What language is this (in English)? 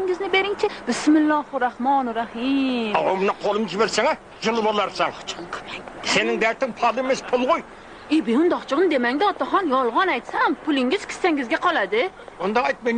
Kara-Kalpak